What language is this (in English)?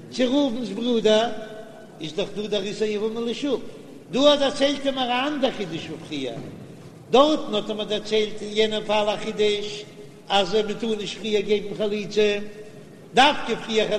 Yiddish